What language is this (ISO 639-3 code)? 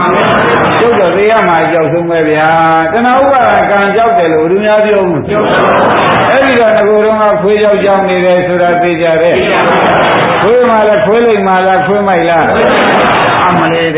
mya